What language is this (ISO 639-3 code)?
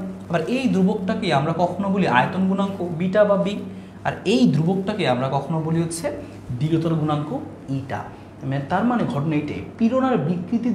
ben